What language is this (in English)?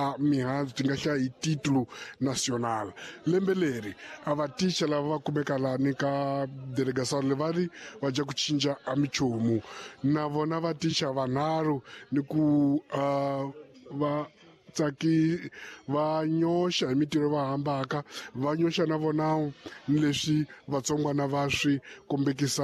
Tsonga